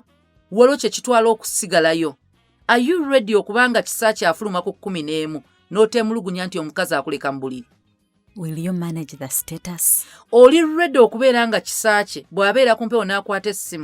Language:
Ganda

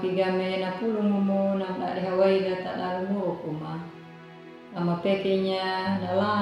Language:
Anakalangu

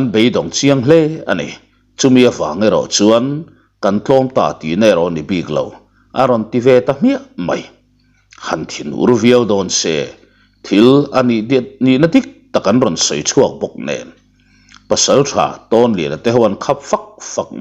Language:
Mizo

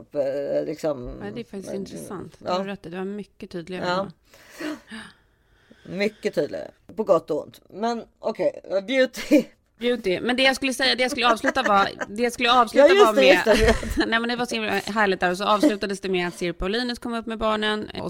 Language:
Swedish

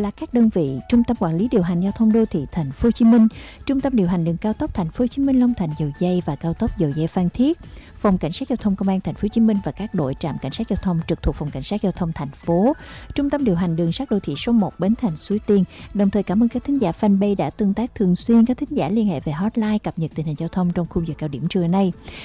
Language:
Vietnamese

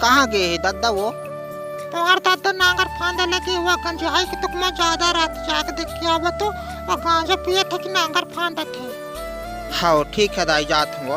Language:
Chhattisgarhi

